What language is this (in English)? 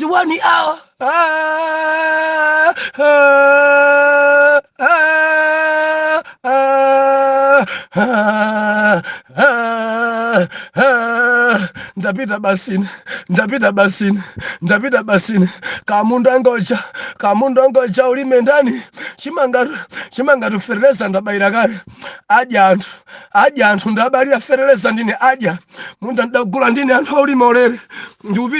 Nyanja